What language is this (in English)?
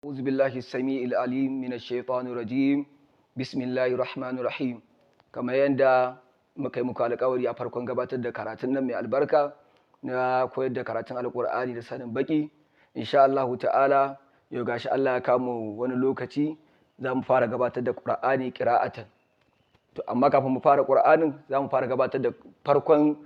Hausa